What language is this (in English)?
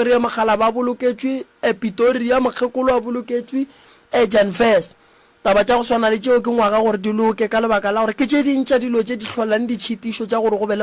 Northern Sotho